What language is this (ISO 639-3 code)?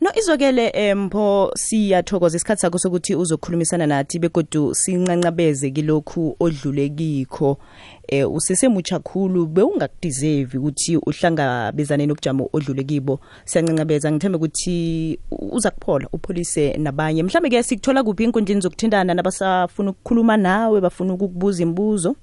nbl